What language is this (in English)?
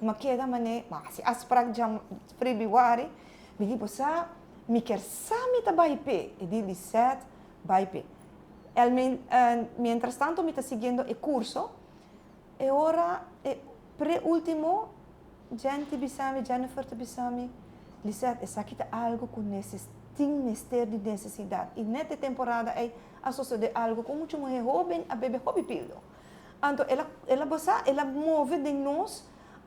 Papiamento